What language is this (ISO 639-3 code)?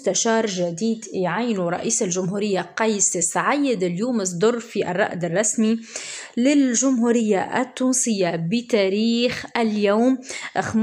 ara